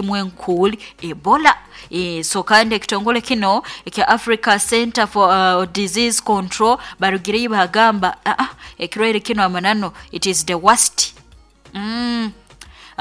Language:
Nyoro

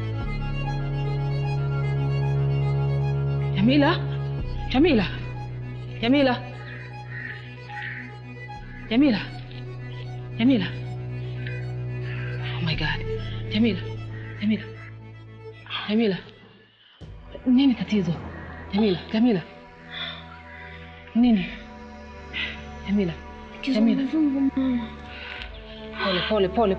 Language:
Swahili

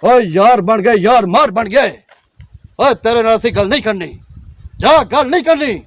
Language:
Saraiki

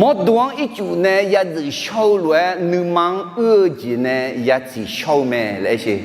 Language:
Akha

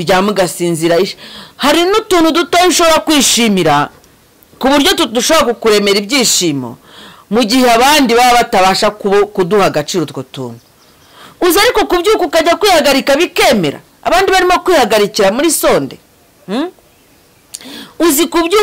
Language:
Kinyarwanda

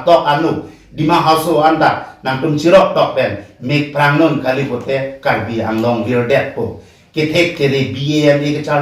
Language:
Karbi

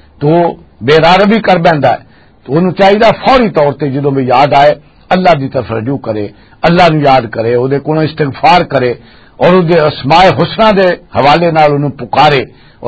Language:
Western Panjabi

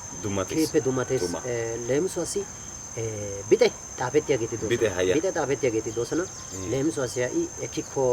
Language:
Wolaytta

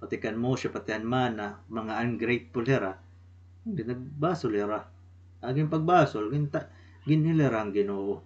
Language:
Waray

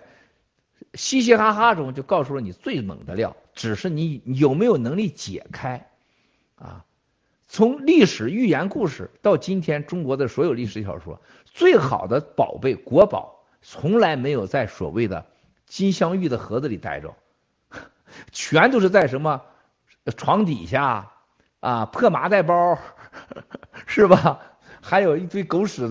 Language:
Chinese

